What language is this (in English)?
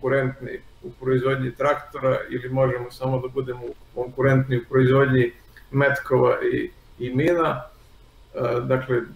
Serbian